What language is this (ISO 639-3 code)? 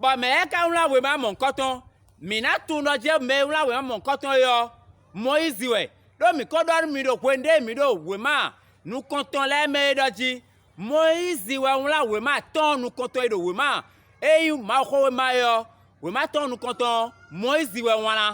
fon